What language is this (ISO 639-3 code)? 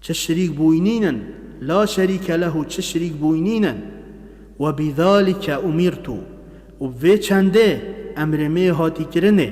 kur